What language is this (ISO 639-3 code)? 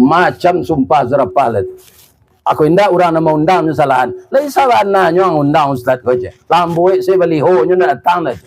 min